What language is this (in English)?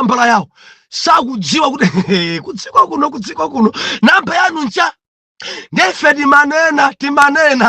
Nyanja